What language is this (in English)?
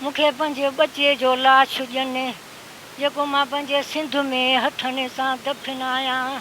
Sindhi